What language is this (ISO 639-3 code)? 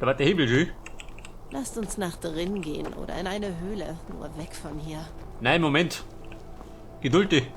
bar